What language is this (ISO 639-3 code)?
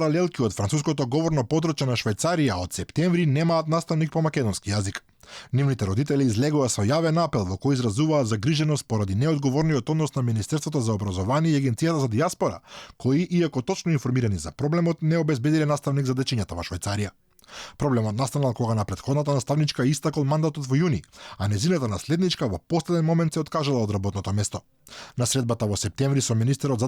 mkd